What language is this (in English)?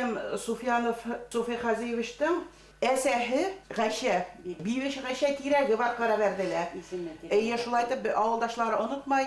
Bashkir